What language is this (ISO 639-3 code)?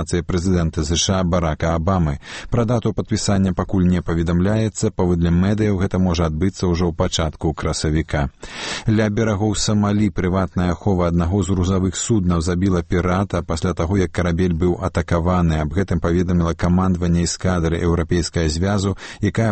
bel